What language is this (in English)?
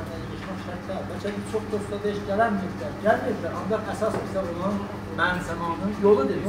South Azerbaijani